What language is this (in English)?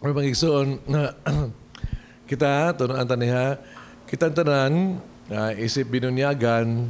Cebuano